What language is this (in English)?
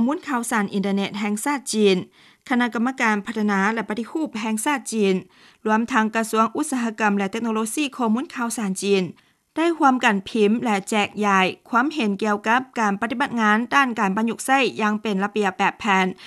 Lao